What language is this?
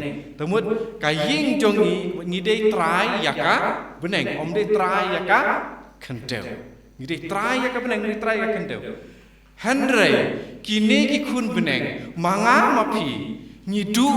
Khasi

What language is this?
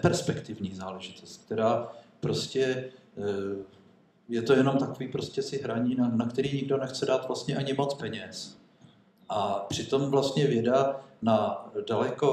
Czech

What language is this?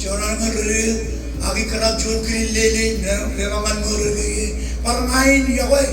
Marshallese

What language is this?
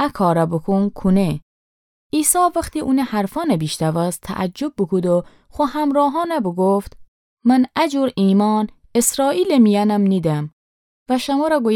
Gilaki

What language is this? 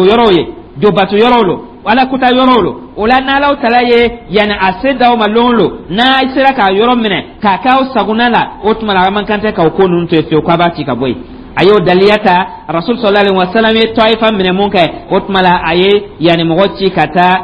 Dyula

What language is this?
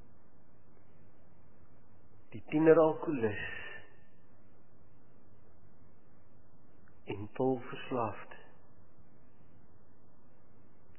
Afrikaans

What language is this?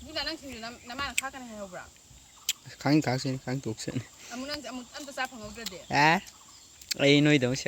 Manipuri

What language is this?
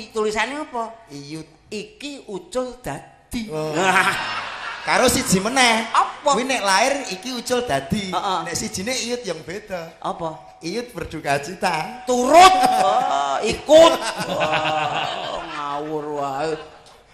Javanese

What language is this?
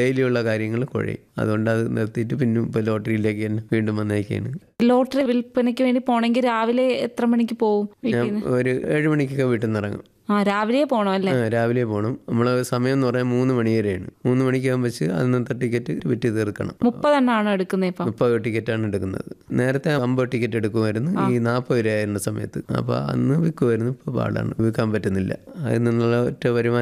Malayalam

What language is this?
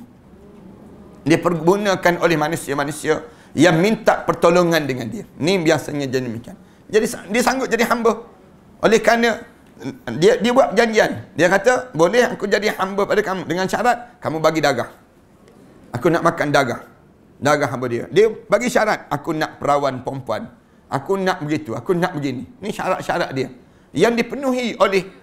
Malay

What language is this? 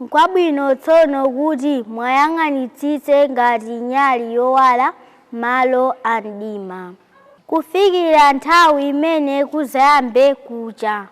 Nyanja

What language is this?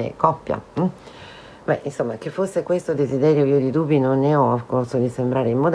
Italian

